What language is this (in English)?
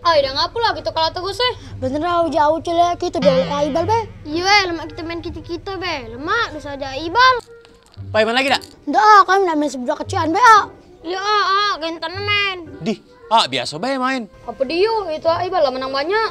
Musi